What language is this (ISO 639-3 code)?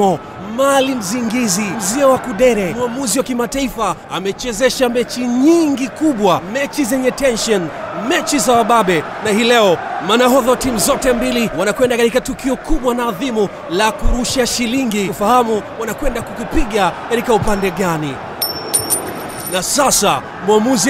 swa